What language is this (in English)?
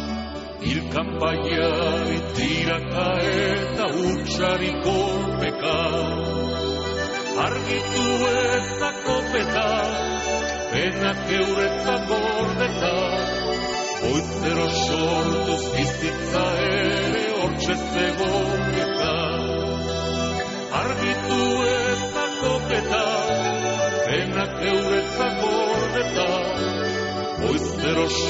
Basque